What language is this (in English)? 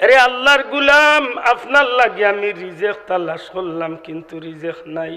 Sylheti